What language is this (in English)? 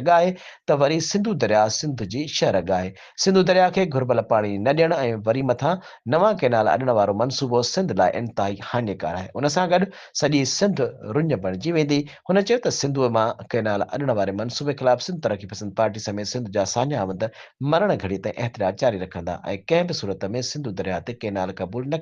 Sindhi